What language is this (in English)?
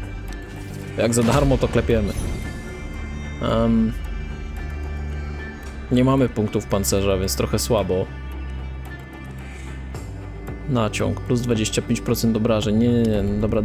Polish